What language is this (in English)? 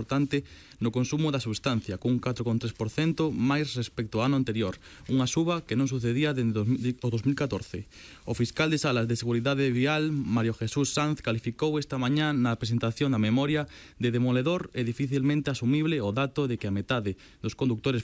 Galician